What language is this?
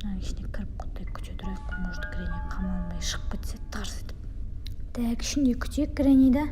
Kazakh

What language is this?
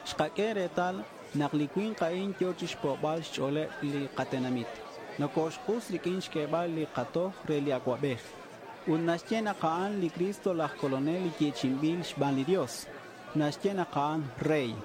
Kekchí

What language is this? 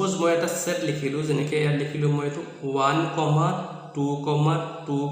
Assamese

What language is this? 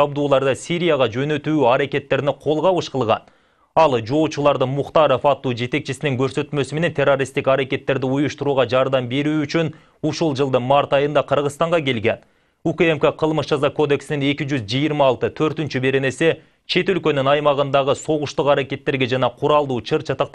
Kyrgyz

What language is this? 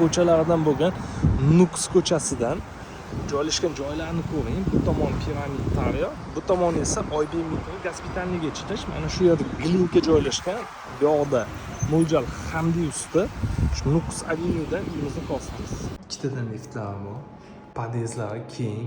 Uzbek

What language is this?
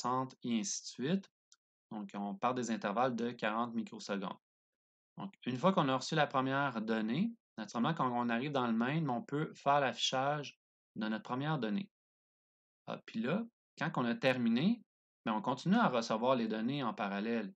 French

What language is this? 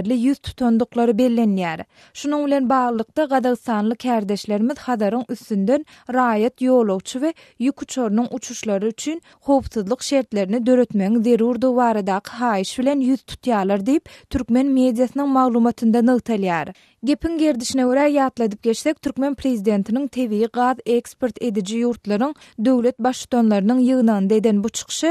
Turkmen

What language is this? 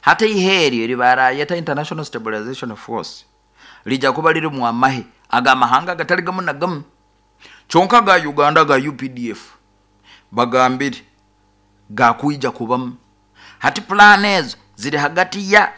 Nyoro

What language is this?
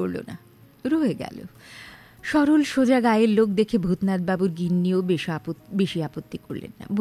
Bangla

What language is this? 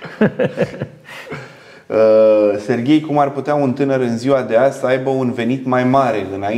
Romanian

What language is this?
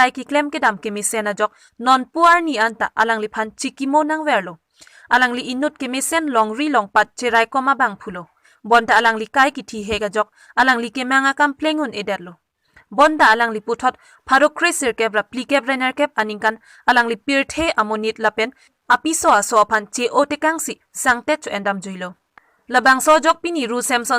Karbi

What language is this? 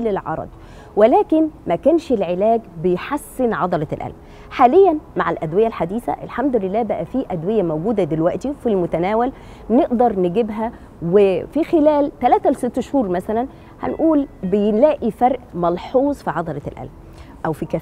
Egyptian Arabic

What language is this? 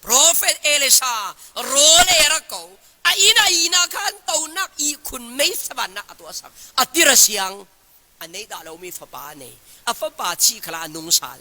Falam Chin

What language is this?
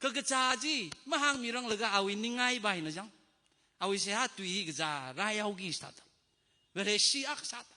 Tangkhul Naga (India)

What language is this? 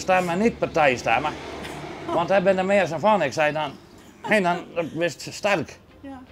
Western Frisian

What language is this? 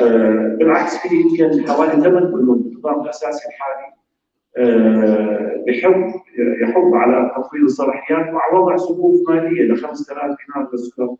North Levantine Arabic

